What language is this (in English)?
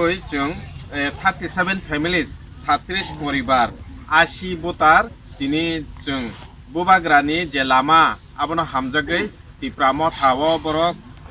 Kok Borok